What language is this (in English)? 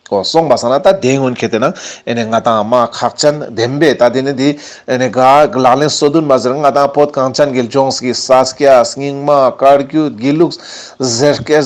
Ladakhi